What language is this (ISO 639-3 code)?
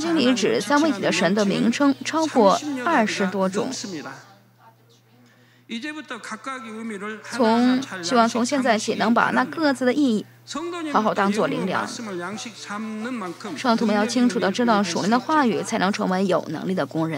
zho